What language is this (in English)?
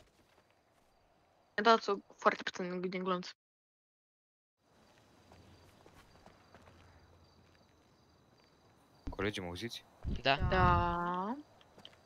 Romanian